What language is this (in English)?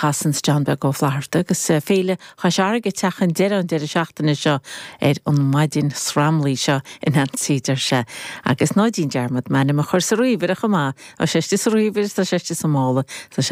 Irish